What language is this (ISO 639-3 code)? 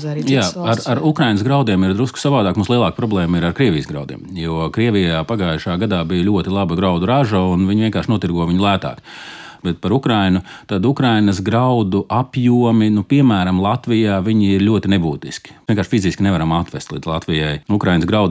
lav